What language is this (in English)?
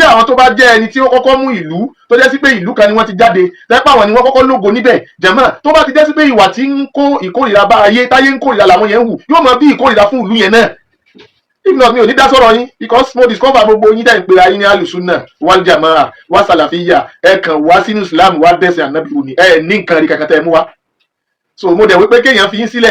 Yoruba